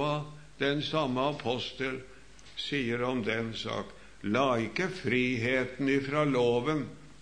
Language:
Norwegian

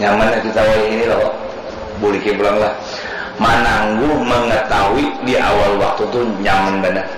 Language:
Banjar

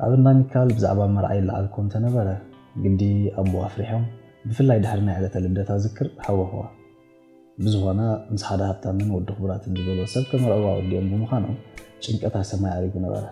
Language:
Tigrinya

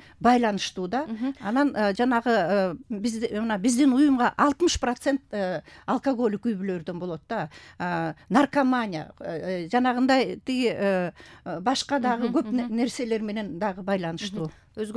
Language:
Kyrgyz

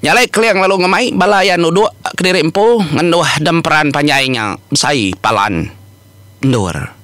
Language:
Iban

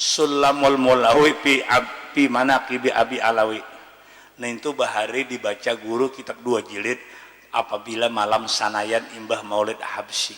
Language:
Banjar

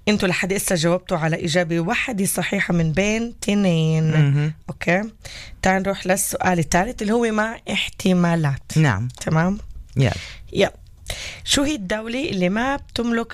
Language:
North Levantine Arabic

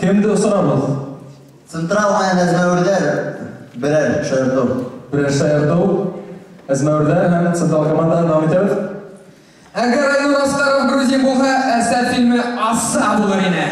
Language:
Bashkir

